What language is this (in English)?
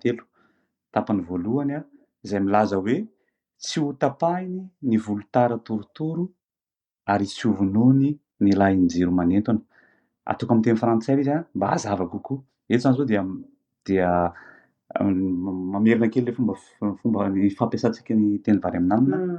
Malagasy